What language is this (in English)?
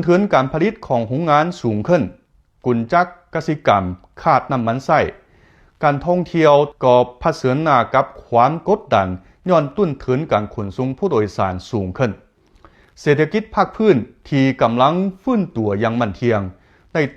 Lao